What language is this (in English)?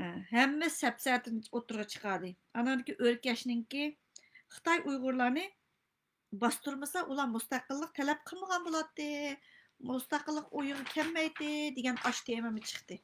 Uyghur